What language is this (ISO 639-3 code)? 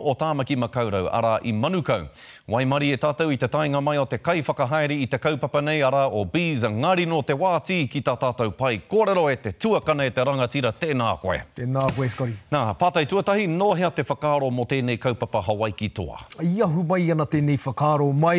mri